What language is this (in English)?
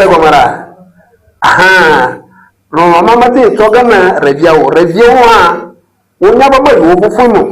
Ewe